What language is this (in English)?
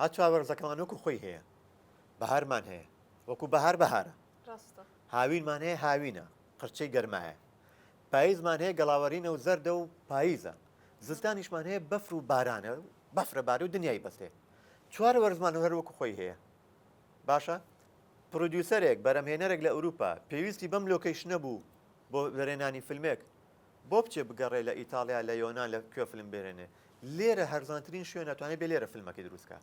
Central Kurdish